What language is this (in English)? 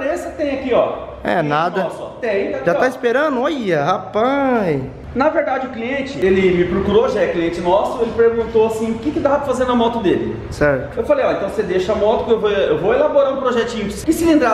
Portuguese